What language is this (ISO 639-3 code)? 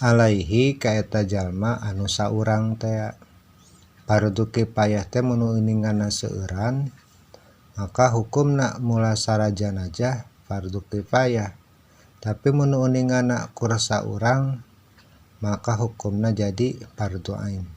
sun